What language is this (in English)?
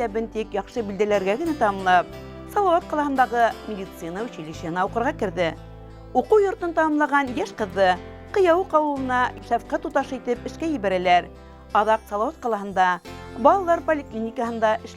Bashkir